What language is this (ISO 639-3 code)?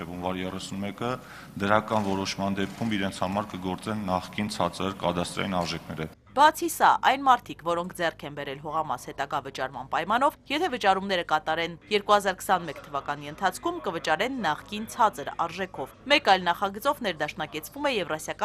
hye